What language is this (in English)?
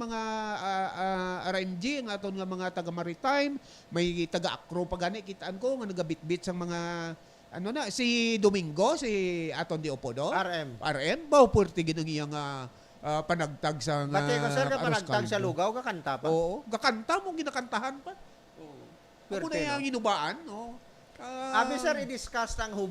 Hiligaynon